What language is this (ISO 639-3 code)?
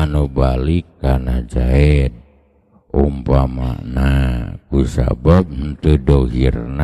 sun